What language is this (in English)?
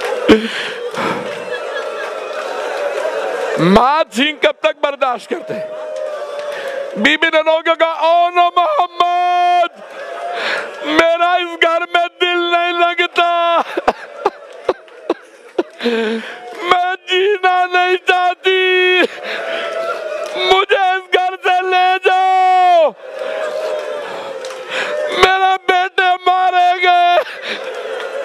Urdu